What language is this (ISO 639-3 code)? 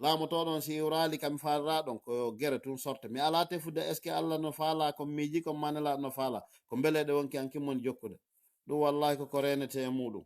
ful